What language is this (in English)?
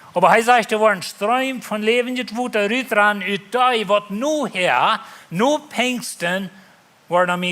Plautdietsch